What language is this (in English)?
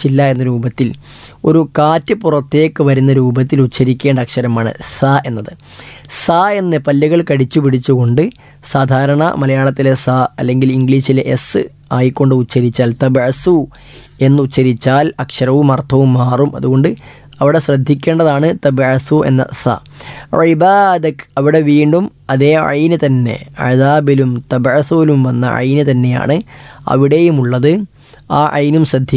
Malayalam